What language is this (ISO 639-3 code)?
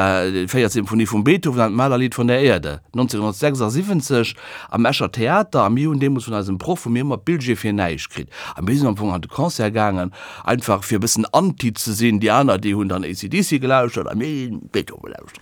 ltz